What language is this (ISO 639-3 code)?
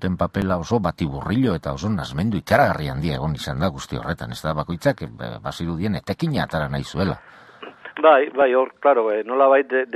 eus